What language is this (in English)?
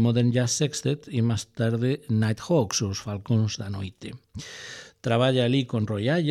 Galician